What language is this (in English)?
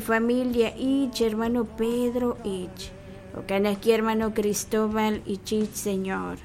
Kekchí